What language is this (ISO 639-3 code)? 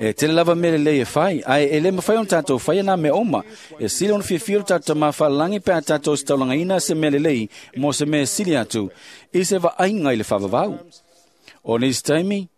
smo